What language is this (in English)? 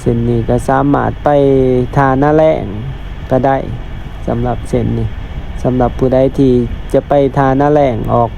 Lao